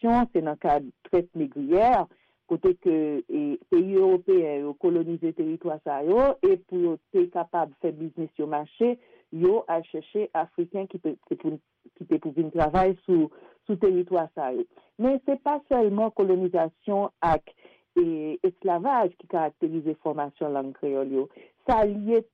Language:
Haitian Creole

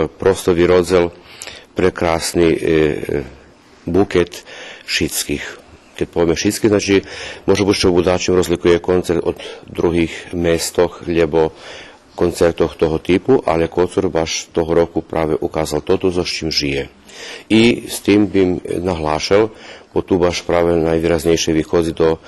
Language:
Rusyn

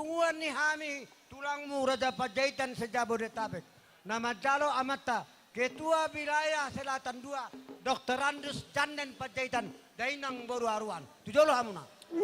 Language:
Batak Toba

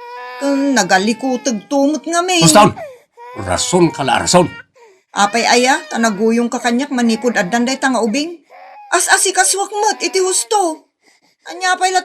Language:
Iloko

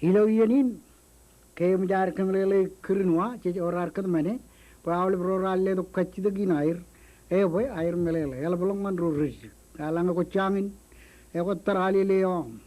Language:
Marshallese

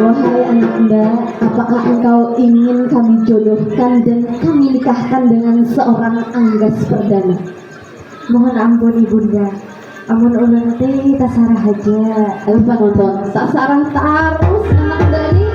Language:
Banjar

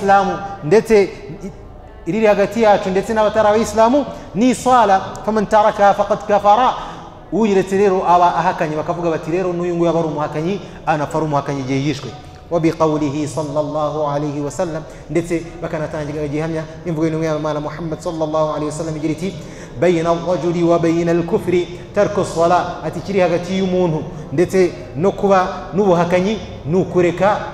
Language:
Kinyarwanda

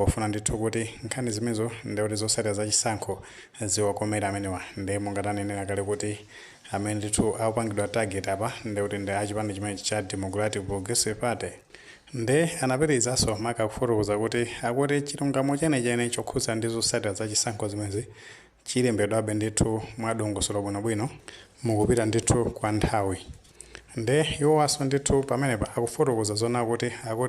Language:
Nyanja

